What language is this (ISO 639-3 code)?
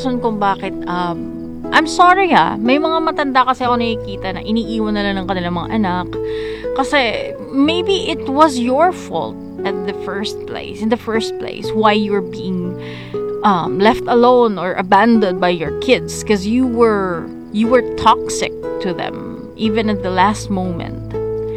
fil